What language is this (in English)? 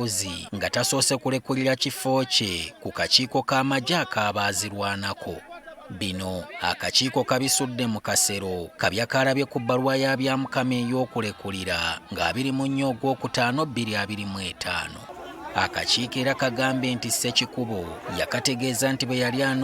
Ganda